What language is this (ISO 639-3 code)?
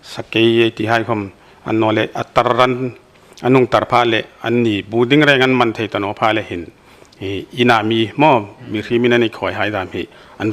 pck